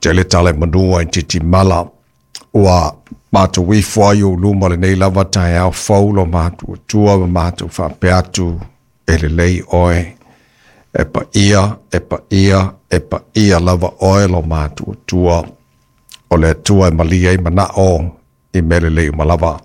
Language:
Samoan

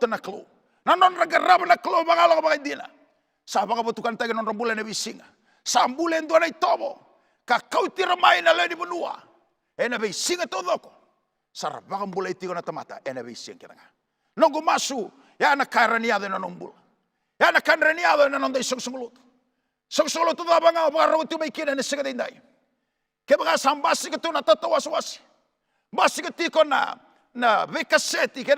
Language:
Fijian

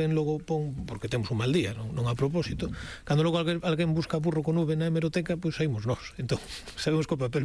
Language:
Galician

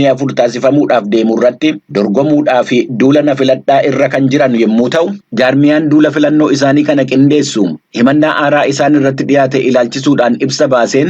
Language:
Oromo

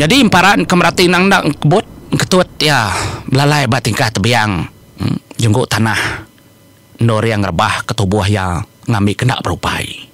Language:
Iban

